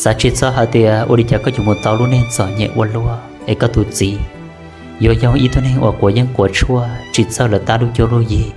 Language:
Hmong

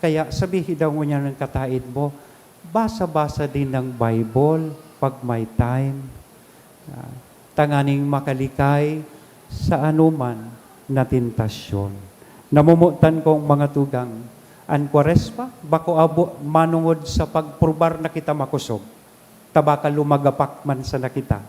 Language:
Bikol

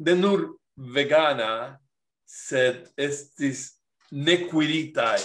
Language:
Esperanto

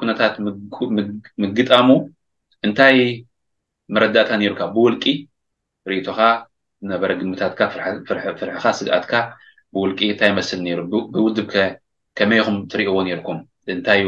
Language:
Tigrinya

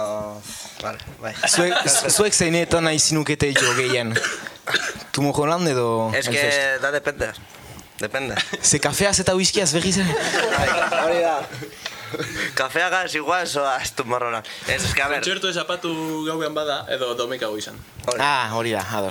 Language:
Basque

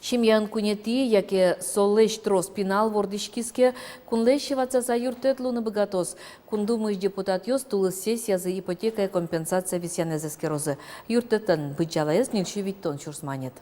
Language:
Udmurt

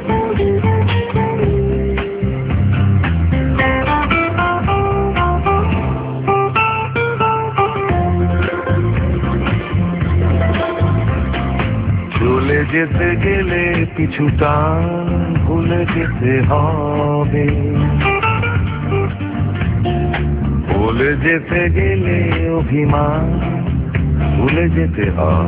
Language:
Bangla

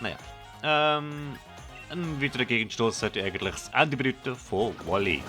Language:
Swiss German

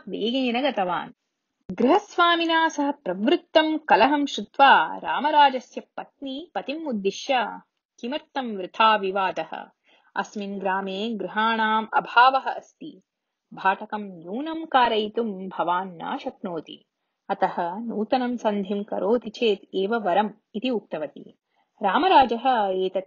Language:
Sanskrit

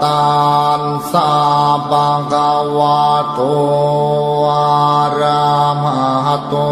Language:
Pali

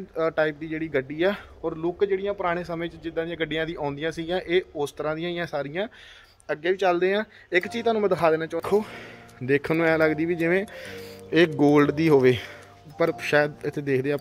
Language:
Punjabi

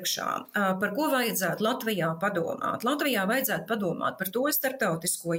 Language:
Latvian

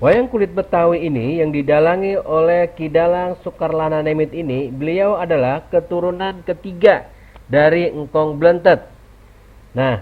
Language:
Betawi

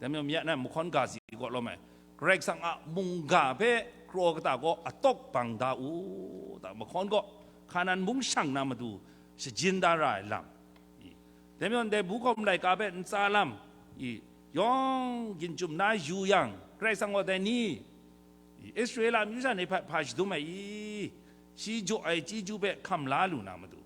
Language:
Kachin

